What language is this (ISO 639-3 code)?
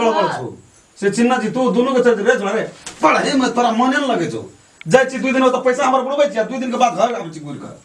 mai